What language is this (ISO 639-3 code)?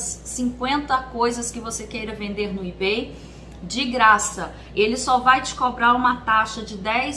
por